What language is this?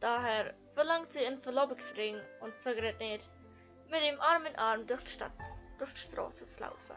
Swiss German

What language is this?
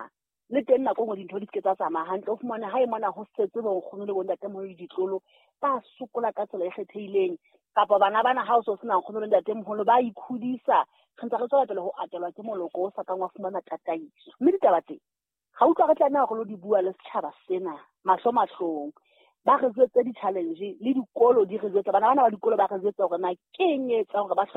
Southern Sotho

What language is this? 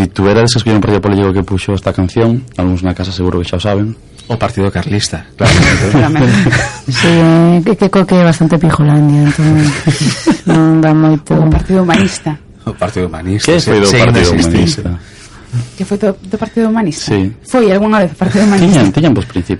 Galician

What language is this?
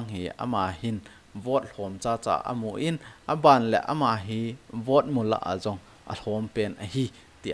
Thado Chin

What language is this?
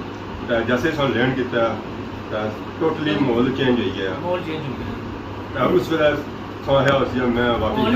Pahari-Potwari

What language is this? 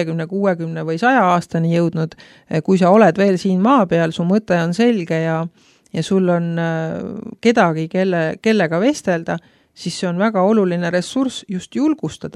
Estonian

